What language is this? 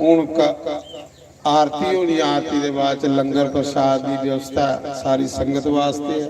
Dogri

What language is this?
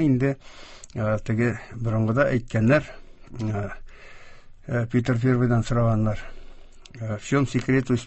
Tatar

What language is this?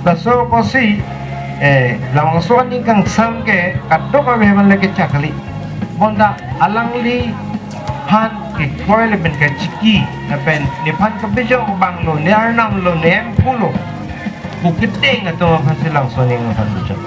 Karbi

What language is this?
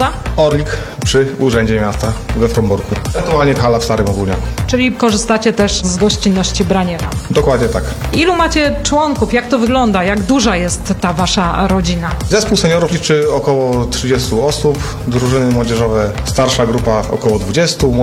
Polish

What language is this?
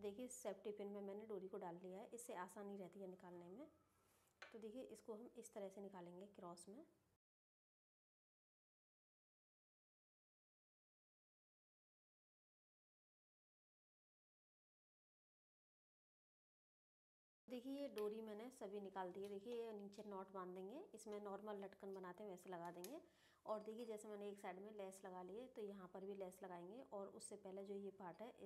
Hindi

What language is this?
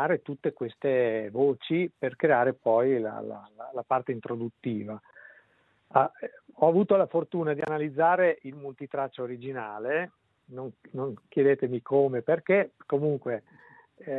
Italian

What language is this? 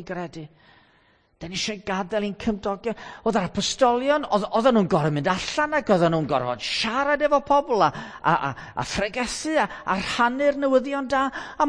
Welsh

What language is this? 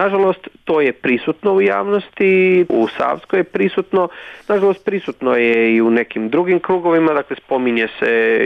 Croatian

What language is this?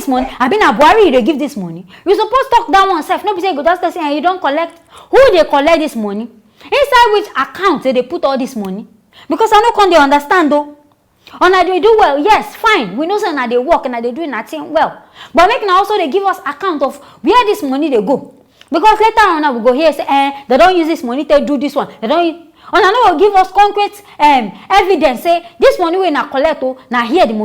Nigerian Pidgin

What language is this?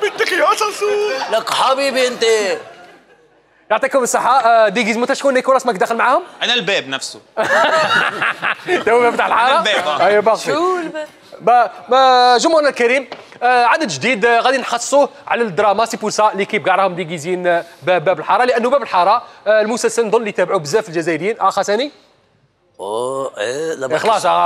Algerian Arabic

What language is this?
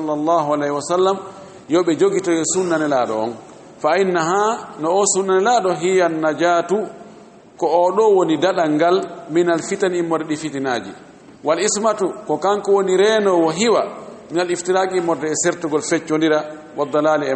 Fula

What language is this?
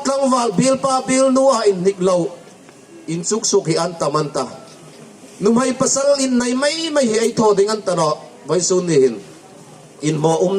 Hmar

